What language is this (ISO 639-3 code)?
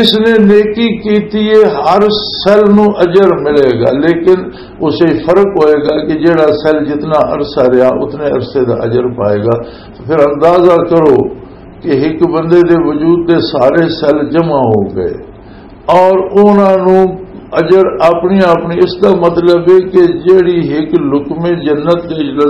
lah